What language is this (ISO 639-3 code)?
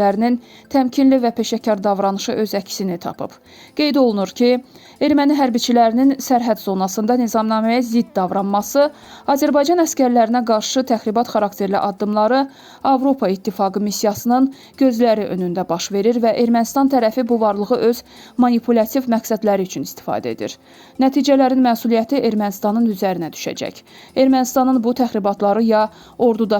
aze